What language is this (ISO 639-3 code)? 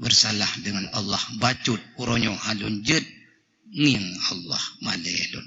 ace